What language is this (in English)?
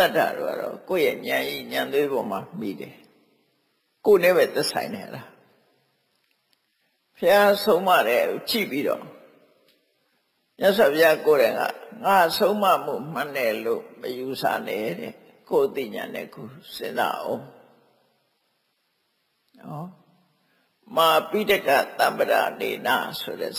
Burmese